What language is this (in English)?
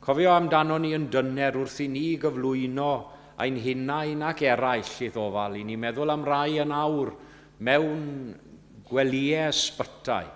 Welsh